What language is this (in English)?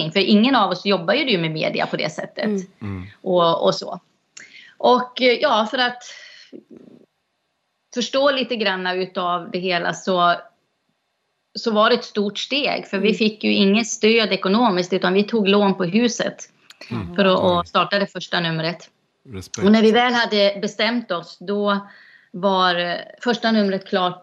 Swedish